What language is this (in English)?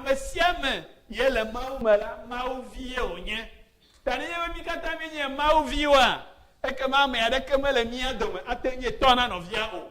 Ewe